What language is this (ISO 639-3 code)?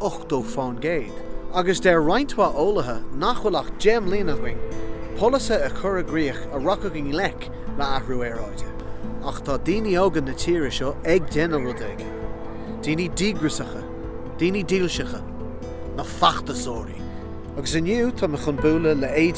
gle